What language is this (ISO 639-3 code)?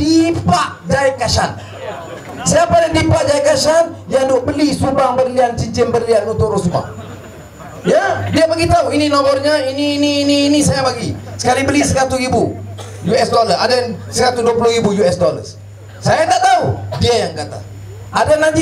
msa